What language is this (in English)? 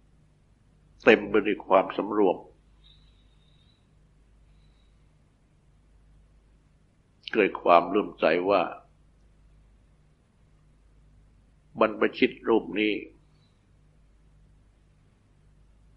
Thai